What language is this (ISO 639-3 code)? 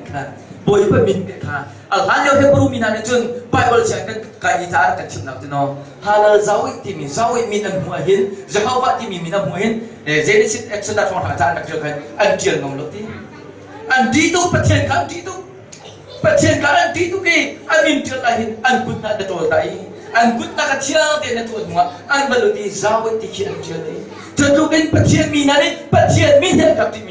cnh